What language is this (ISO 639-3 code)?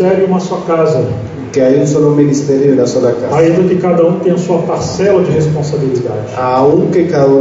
spa